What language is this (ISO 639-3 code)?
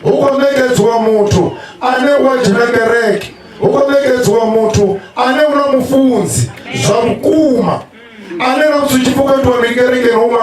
ven